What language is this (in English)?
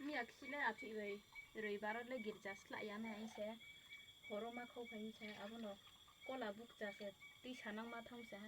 Riang (India)